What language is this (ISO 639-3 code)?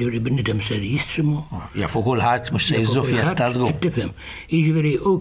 mlt